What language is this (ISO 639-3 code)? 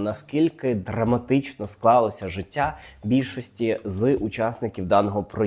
ukr